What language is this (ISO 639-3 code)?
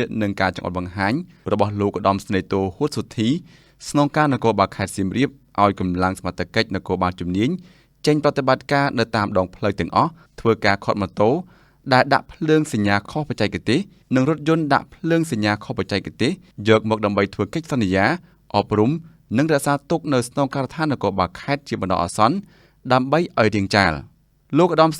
khm